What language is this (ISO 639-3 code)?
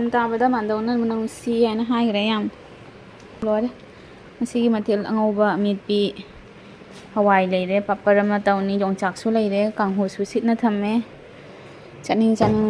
mni